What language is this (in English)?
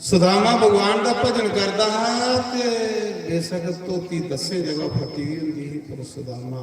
Dogri